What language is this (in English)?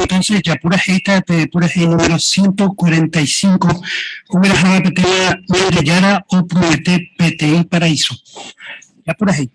Guarani